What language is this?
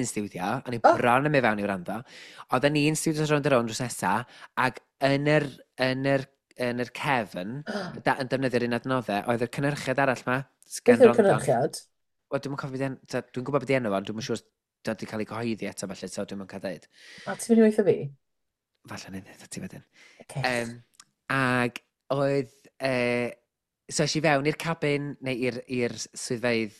Welsh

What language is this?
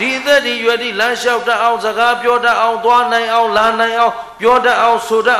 Burmese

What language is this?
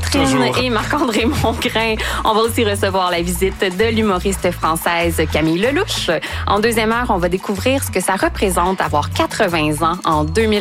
French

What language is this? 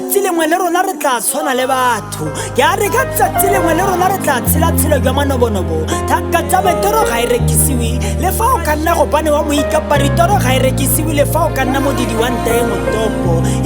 Tswana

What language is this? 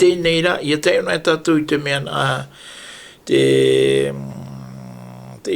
Tahitian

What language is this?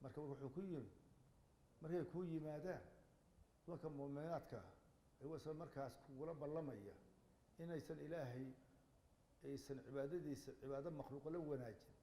Somali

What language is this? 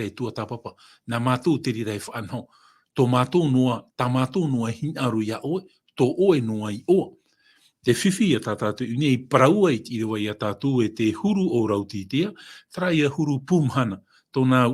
Tahitian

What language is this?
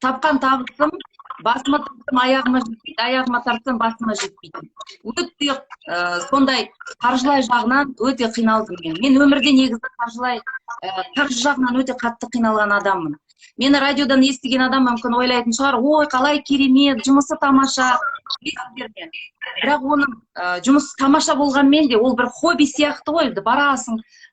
Kazakh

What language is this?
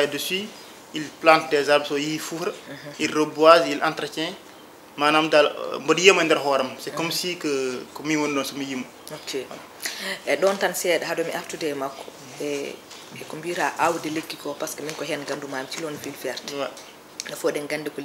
Fula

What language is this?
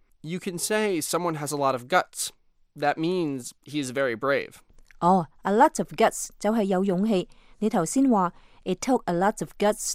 Cantonese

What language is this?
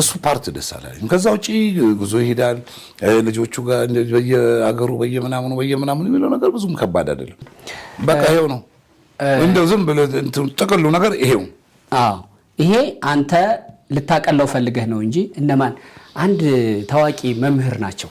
Amharic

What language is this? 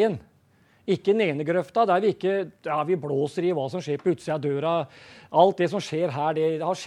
Norwegian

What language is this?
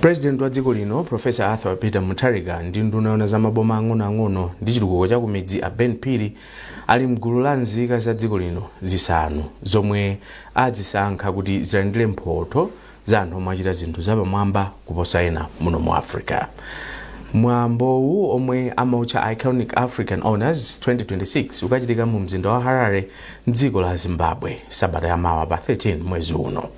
Nyanja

